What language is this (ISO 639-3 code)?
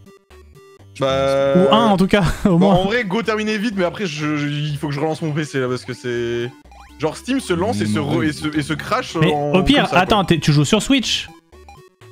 fra